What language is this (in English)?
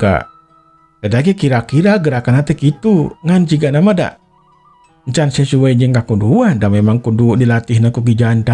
Sundanese